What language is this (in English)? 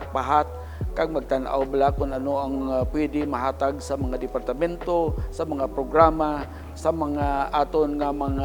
Hiligaynon